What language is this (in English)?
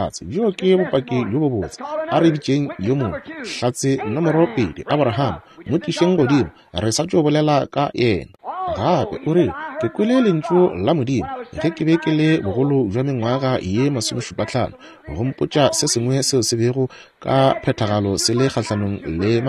Northern Sotho